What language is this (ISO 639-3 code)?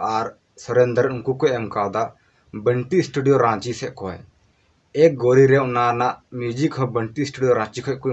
sat